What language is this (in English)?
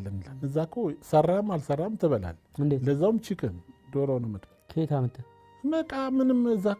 Amharic